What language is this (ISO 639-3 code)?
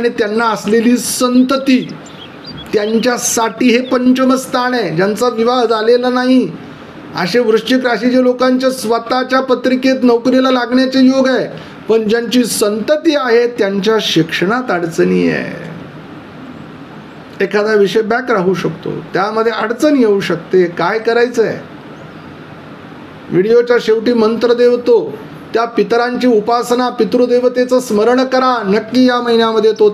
mar